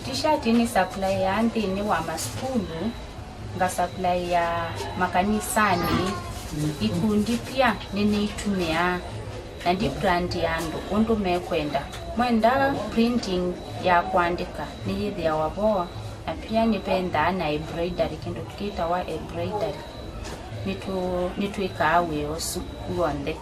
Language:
Kamba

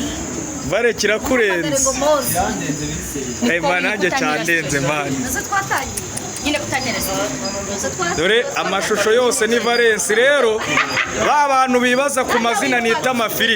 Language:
Kinyarwanda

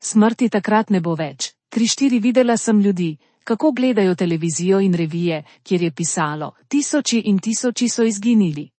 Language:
Slovenian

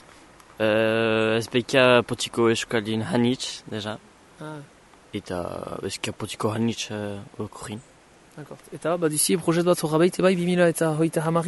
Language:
Basque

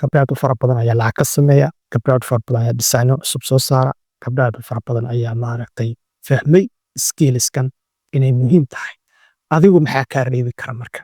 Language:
Somali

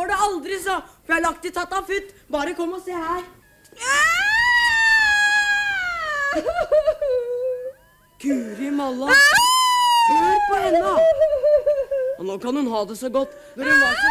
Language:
Norwegian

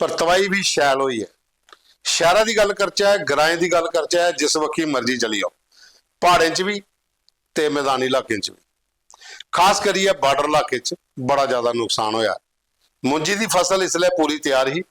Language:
Dogri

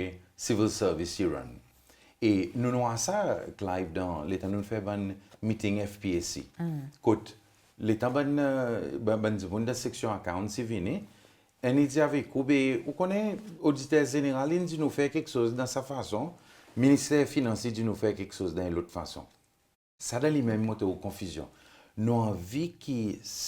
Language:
Seselwa Creole French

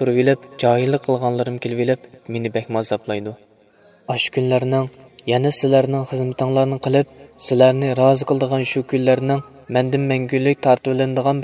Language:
Uyghur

